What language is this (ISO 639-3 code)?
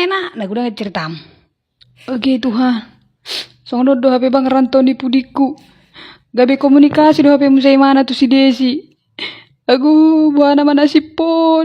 bbc